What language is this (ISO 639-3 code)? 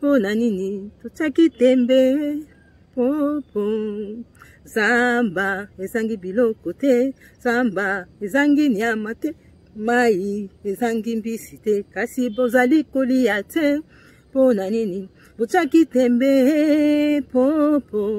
lin